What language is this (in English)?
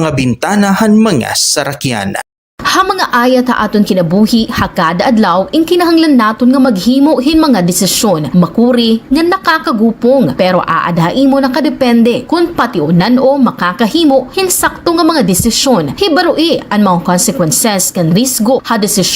Waray